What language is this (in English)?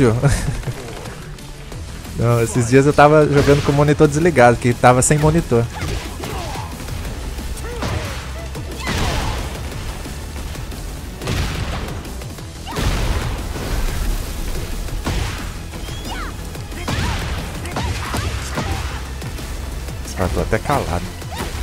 Portuguese